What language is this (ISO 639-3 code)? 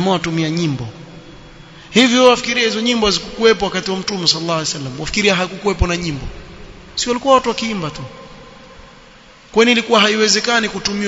swa